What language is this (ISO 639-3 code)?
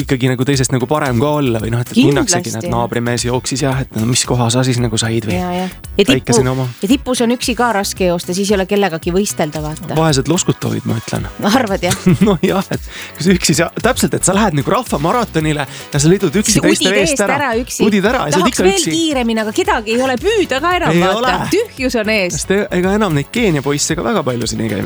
est